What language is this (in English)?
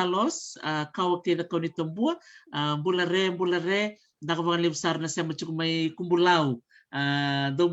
Fijian